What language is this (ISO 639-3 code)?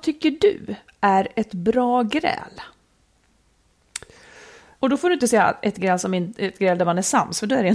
swe